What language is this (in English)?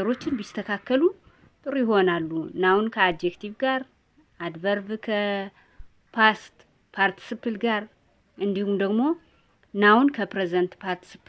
Amharic